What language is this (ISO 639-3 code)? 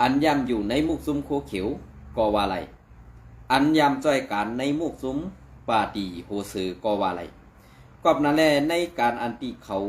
shn